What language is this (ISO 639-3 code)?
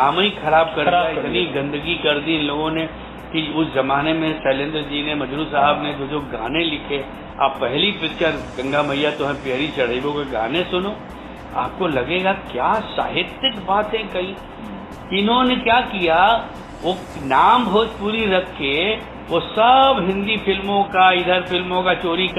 hin